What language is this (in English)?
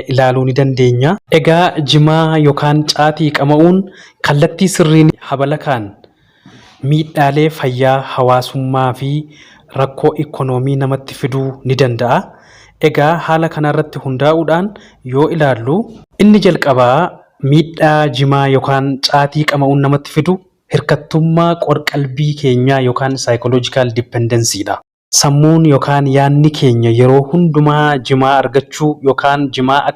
Oromo